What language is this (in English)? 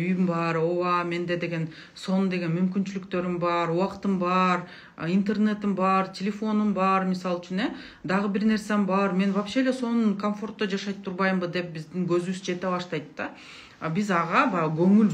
Kyrgyz